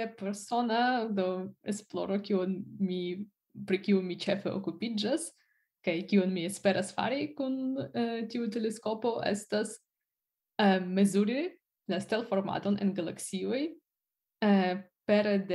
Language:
Esperanto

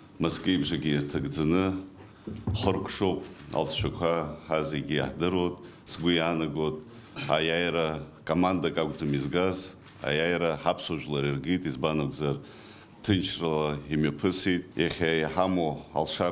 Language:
Abkhazian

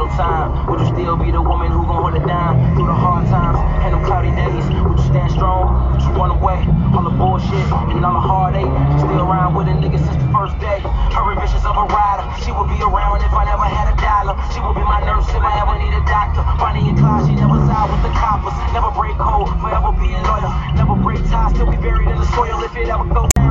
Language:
English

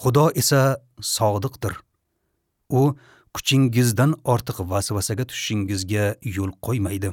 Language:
Uzbek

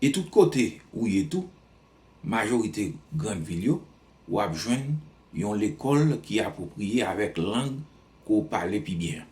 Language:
Haitian Creole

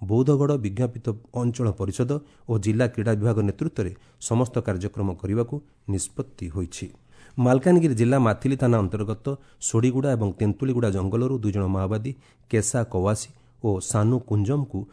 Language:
Odia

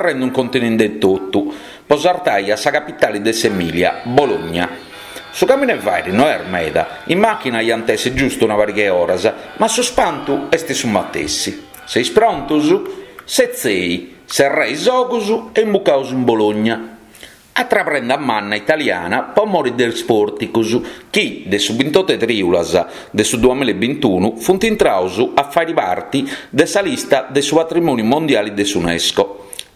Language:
Sardinian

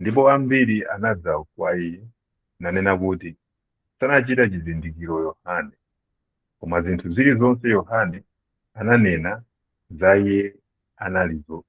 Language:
Nyanja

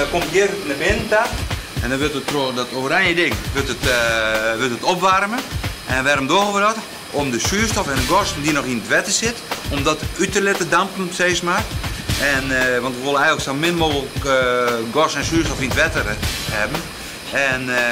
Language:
Western Frisian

